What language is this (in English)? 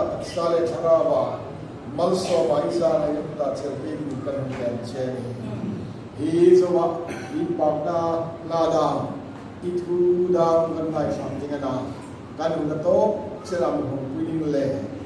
Hmar